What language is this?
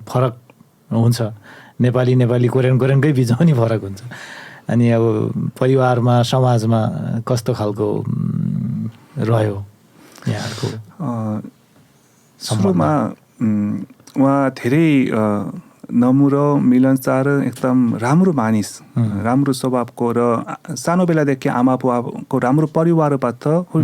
Nepali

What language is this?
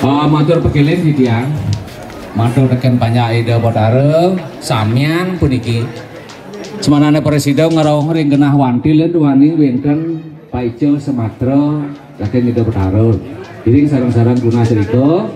Balinese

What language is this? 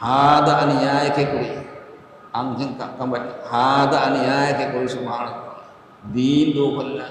Divehi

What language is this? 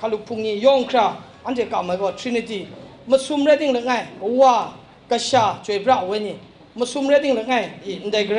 Kachin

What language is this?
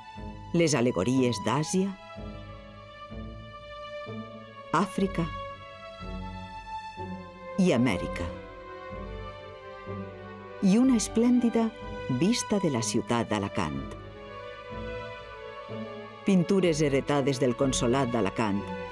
Catalan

